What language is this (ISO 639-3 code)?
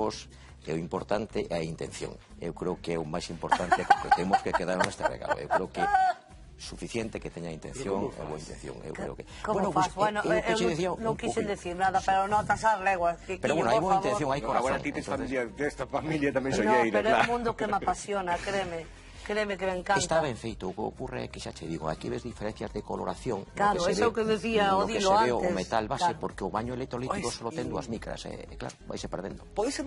glg